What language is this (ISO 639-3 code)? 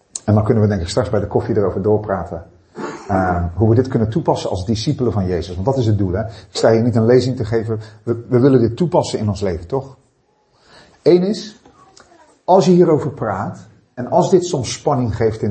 nld